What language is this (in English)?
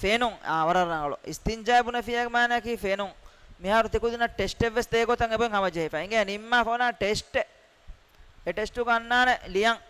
Divehi